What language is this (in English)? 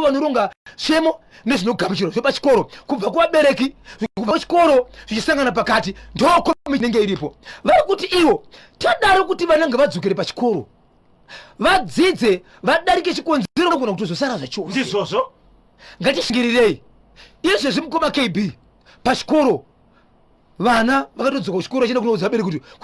Shona